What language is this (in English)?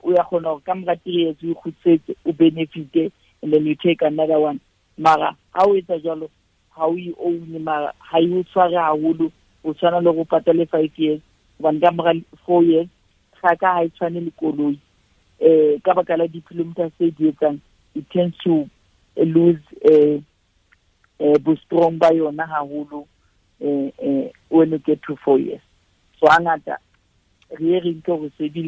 Southern Sotho